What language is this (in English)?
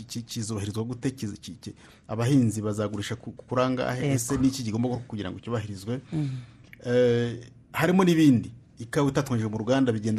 Kinyarwanda